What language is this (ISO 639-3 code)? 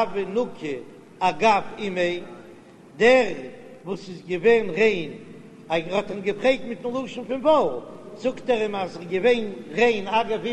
yid